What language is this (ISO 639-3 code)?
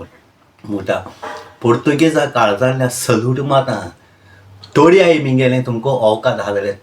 kok